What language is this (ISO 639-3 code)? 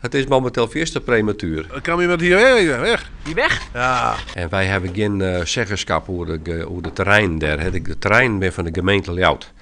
fry